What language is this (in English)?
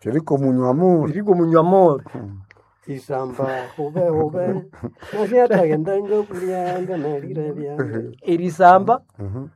Nande